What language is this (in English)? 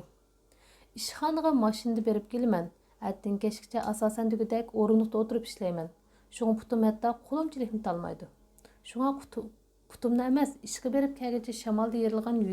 Uyghur